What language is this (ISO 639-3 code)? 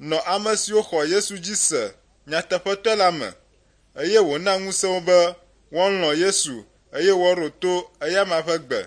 ewe